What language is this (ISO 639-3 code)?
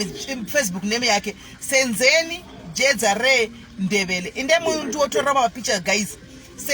sna